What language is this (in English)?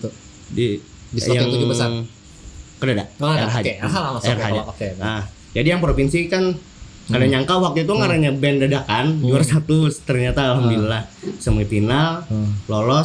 Banjar